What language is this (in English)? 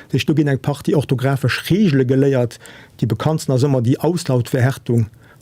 Luxembourgish